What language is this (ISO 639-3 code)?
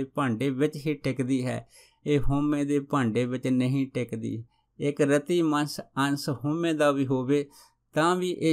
pan